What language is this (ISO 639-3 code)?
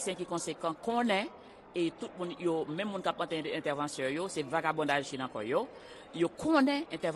hat